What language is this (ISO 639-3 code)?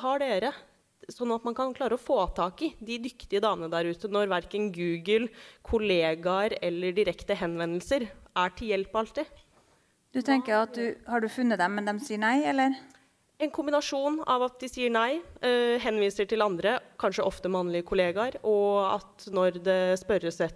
nor